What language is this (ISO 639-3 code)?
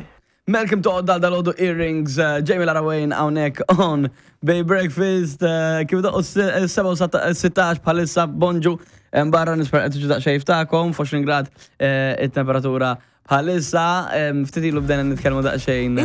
mlt